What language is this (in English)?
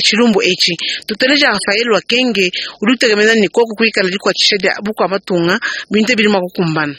Luba-Lulua